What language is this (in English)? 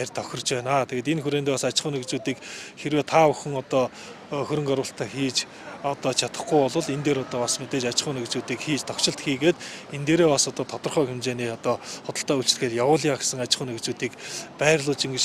Mongolian